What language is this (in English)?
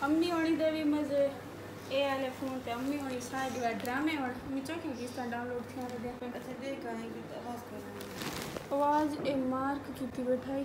Saraiki